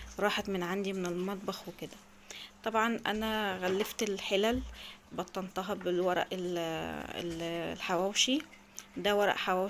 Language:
Egyptian Arabic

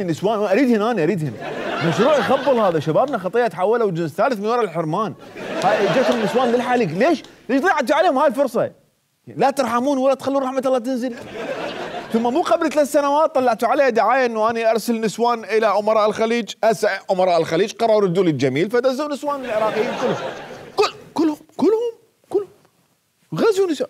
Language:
Mesopotamian Arabic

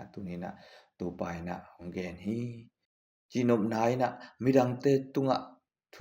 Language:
Tedim Chin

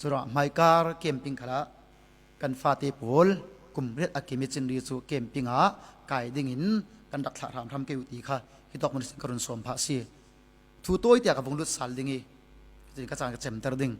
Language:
Falam Chin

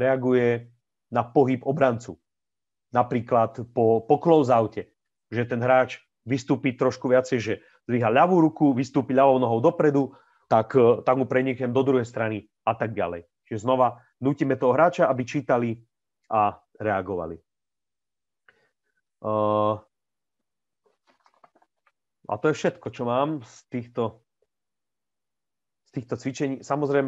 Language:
Slovak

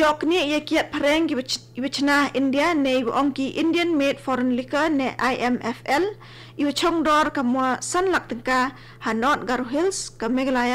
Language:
Khasi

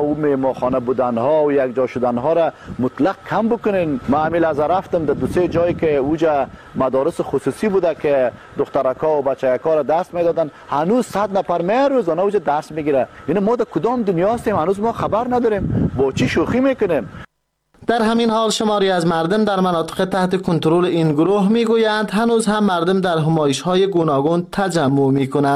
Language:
Persian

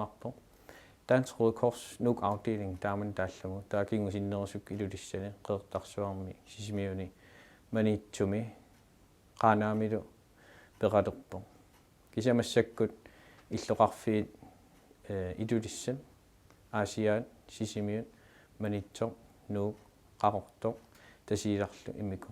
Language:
Kalaallisut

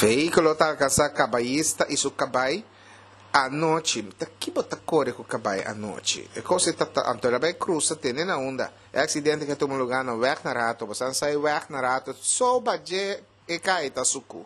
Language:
Papiamento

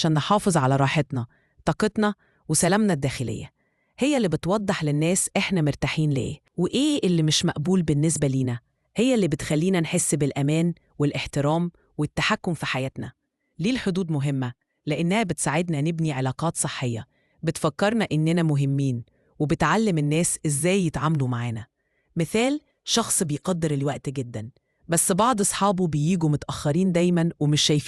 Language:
Egyptian Arabic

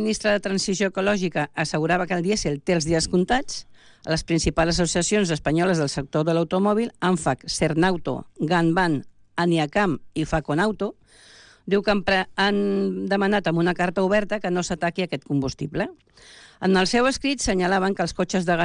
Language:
Catalan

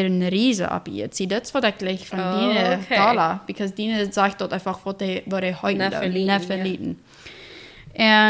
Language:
Plautdietsch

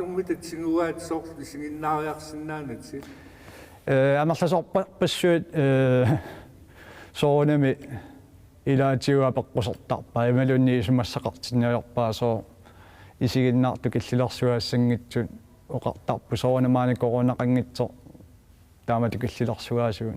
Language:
Kalaallisut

